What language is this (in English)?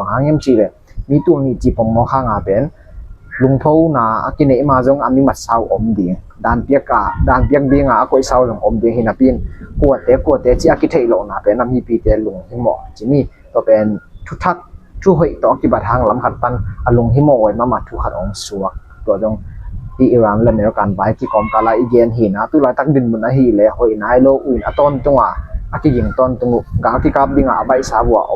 Tedim Chin